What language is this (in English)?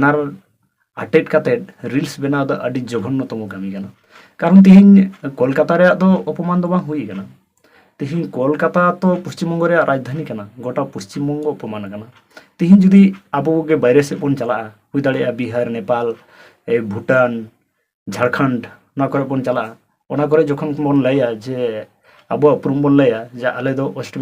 Santali